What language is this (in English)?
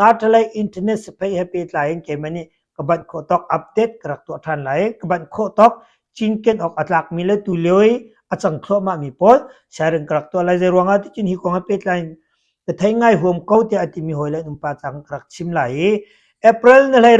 Hakha Chin